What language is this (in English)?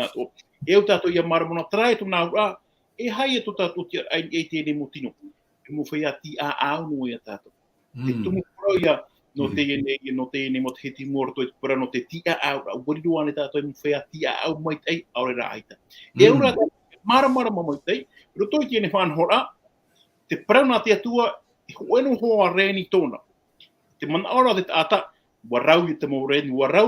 Tahitian